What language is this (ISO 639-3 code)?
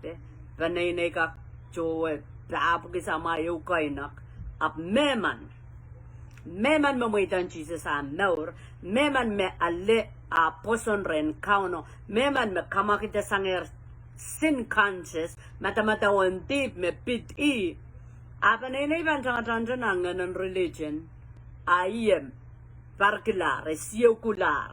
pon